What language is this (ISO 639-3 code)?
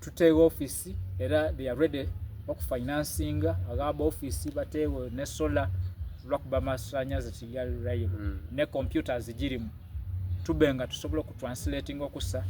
xog